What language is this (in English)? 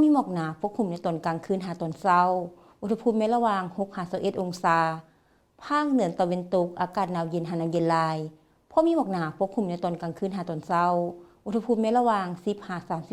Lao